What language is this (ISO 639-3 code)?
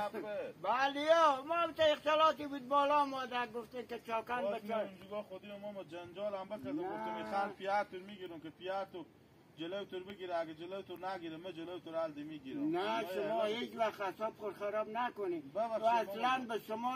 haz